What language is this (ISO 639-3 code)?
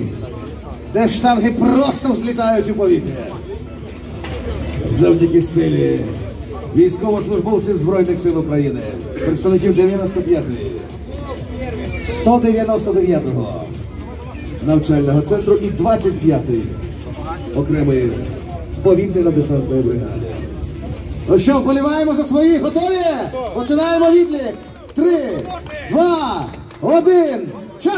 ukr